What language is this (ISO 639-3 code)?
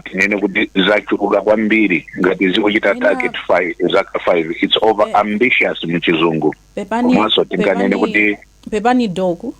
nya